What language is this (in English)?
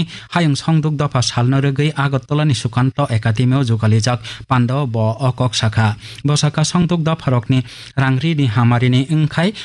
Kok Borok